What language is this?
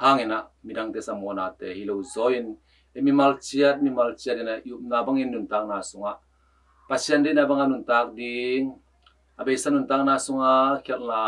Tedim Chin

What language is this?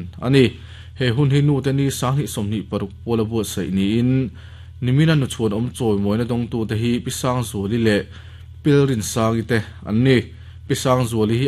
Mizo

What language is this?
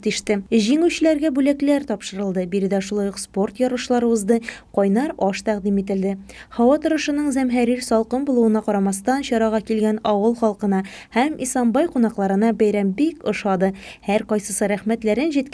Tatar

